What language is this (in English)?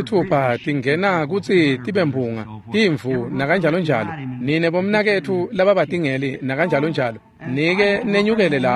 Swati